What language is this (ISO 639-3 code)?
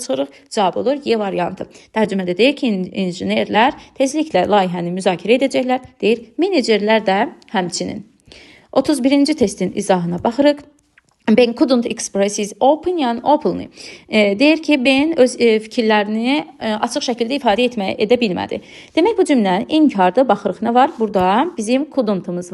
aze